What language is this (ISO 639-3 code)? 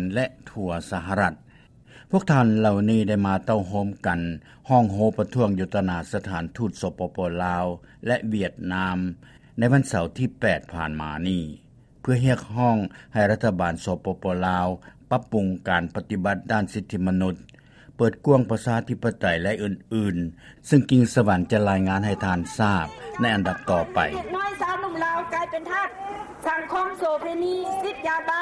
lao